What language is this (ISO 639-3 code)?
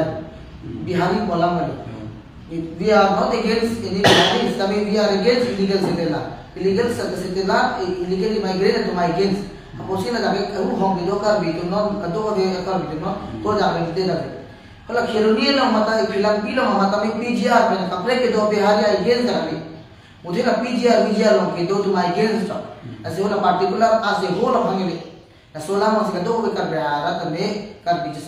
mjw